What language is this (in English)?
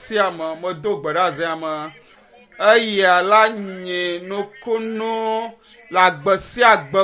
Ewe